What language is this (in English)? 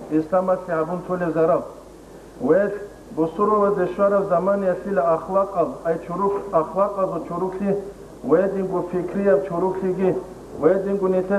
Avaric